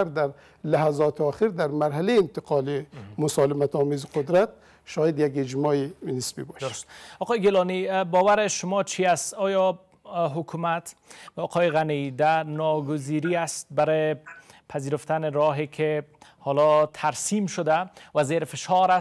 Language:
Persian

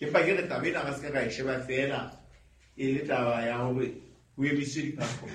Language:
Southern Sotho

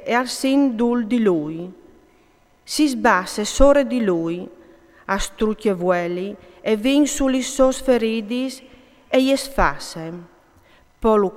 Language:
Friulian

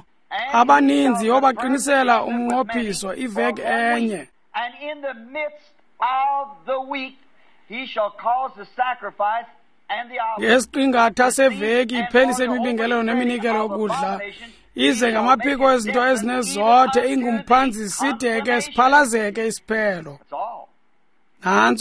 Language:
Xhosa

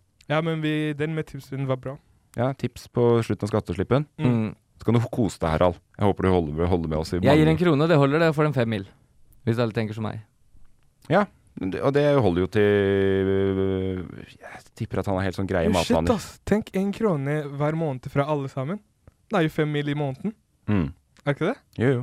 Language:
Norwegian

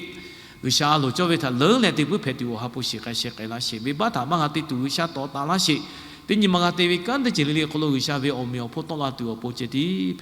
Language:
Lahu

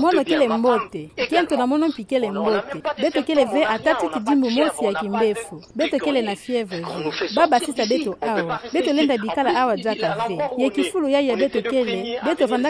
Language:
Kituba (Democratic Republic of Congo)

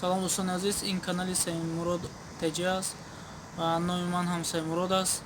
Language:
Tajik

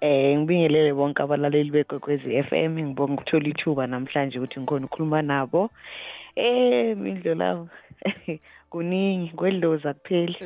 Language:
South Ndebele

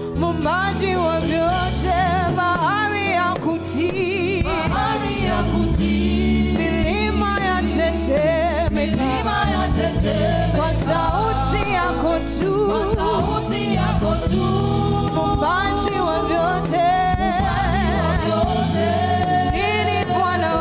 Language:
Swahili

